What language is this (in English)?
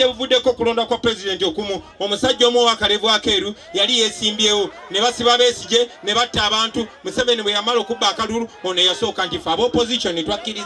Ganda